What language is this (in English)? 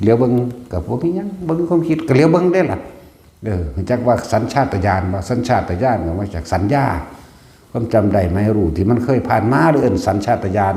Northeastern Thai